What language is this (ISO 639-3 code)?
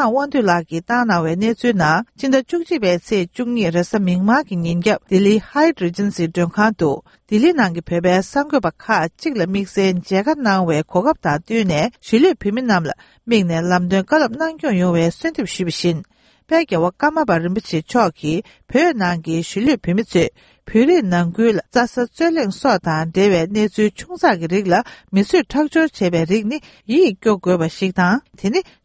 bod